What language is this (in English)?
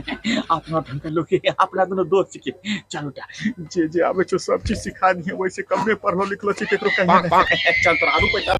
Angika